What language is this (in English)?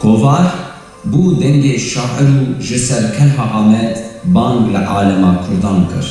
Kurdish